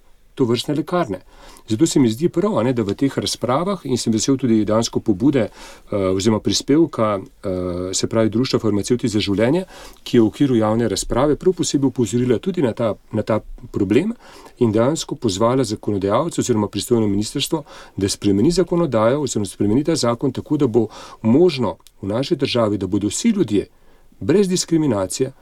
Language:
Slovenian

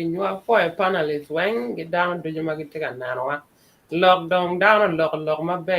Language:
Acoli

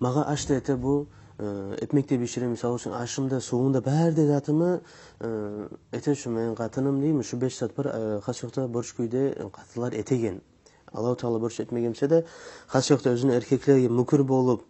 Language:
Kumyk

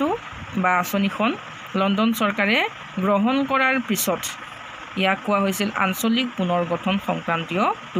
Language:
Assamese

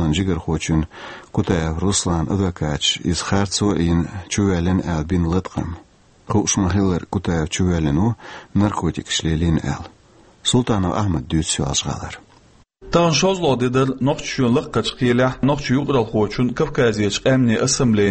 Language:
Chechen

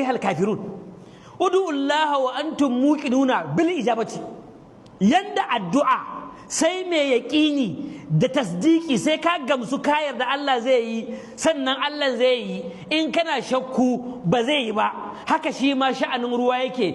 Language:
Hausa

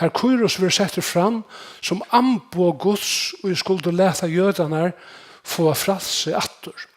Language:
Faroese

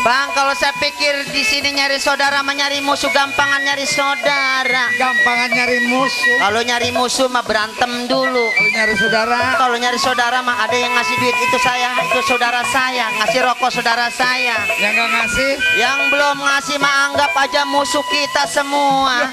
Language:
Betawi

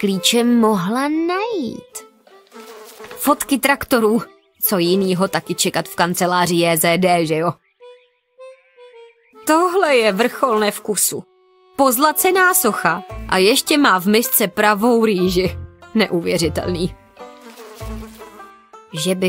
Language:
Czech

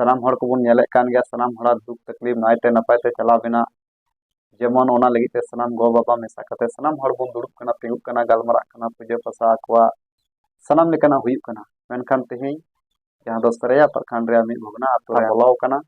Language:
Santali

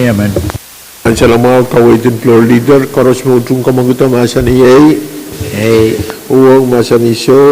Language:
Pohnpeian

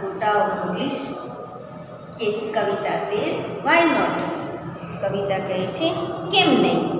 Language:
Gujarati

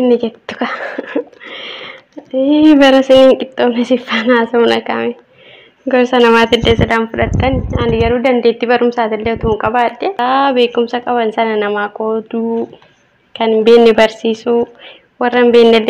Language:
Oromo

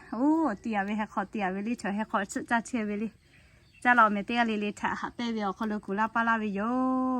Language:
Lahu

